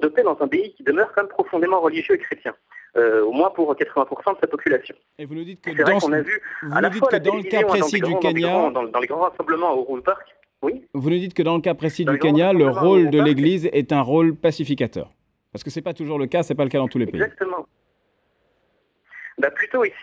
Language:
French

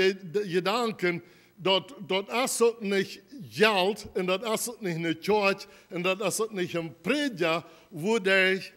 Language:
Plautdietsch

